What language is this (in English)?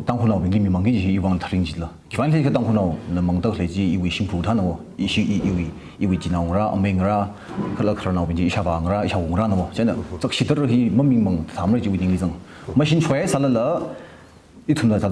Tangkhul Naga (India)